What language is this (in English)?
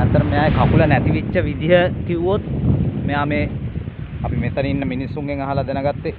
Sinhala